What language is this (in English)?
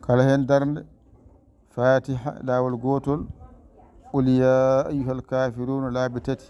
Fula